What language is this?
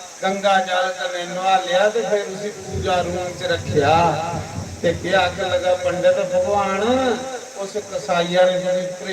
Dogri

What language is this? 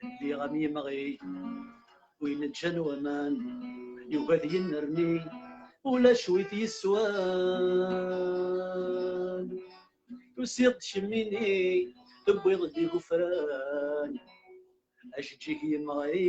Kabyle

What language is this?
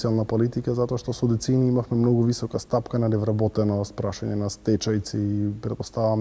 Macedonian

